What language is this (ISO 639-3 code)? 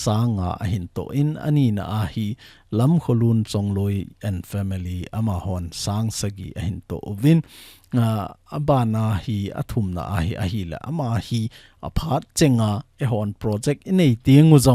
tcz